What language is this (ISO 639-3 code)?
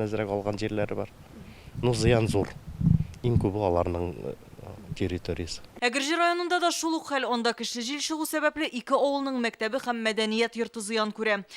tat